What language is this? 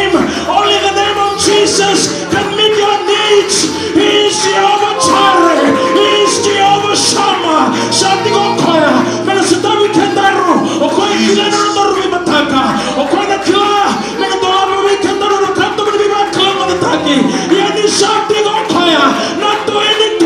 Fijian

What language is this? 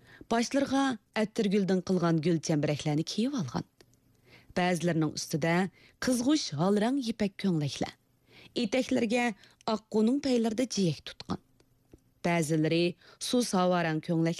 Uyghur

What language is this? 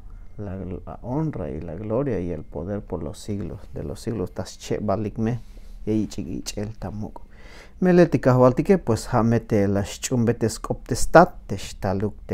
Tzeltal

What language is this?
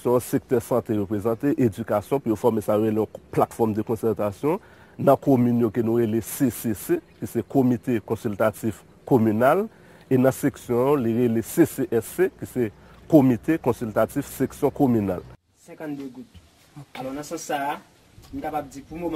Haitian Creole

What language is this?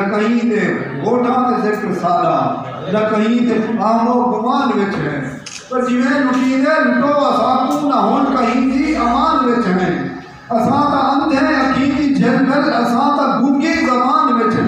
Saraiki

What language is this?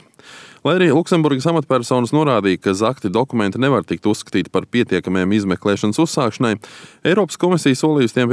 Latvian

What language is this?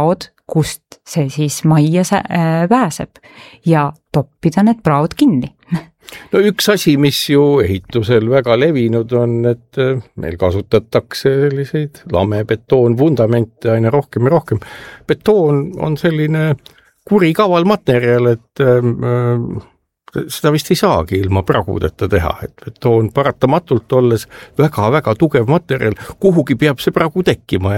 Estonian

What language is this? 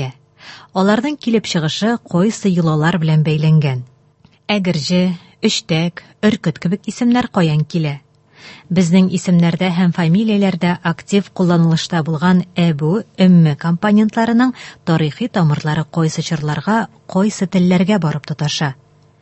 Tatar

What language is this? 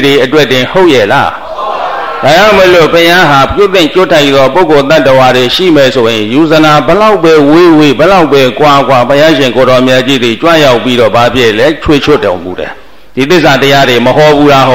Burmese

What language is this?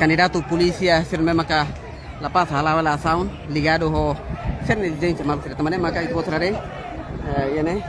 Tetum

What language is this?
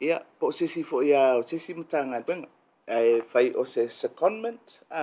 Samoan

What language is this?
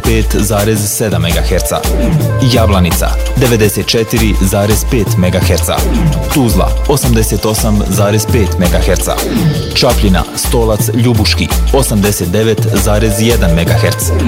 Bosnian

